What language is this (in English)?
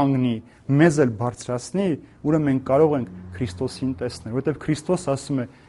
Armenian